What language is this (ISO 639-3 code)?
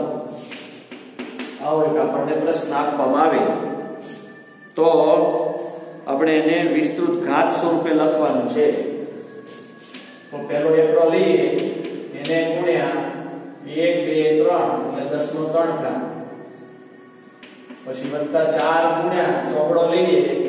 guj